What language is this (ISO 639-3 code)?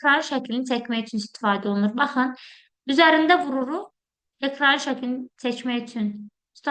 aze